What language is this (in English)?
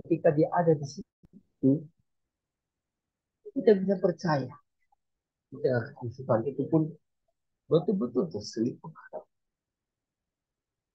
Indonesian